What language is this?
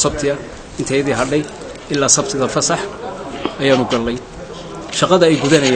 Somali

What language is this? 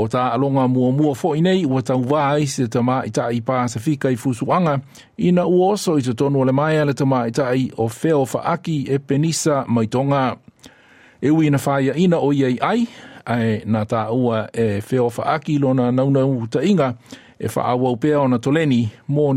Samoan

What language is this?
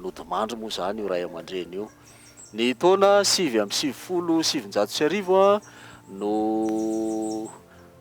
Malagasy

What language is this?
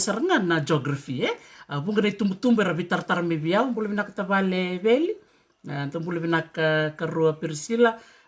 Fijian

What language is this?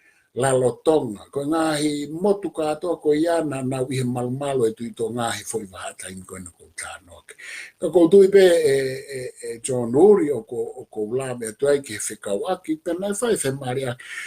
Tongan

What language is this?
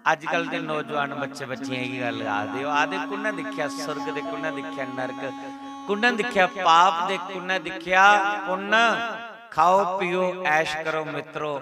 Dogri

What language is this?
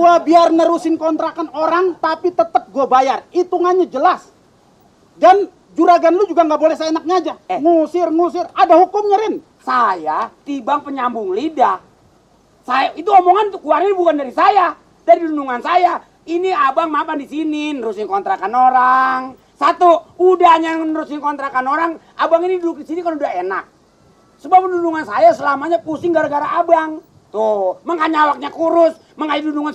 Betawi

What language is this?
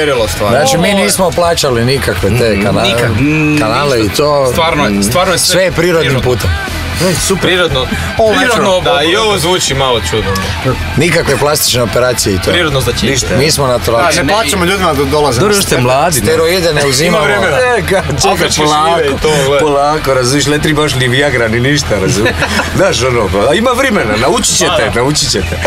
Croatian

